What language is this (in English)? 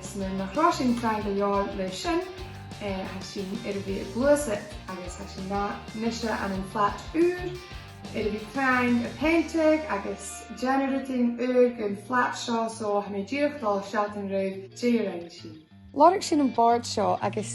Scottish Gaelic